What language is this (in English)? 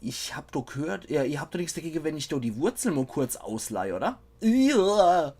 Palatine German